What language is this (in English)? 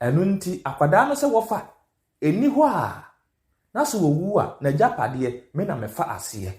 Akan